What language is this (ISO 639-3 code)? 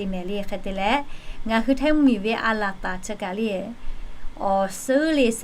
lhu